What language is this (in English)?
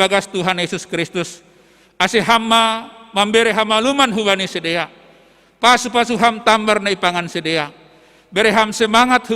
Batak Simalungun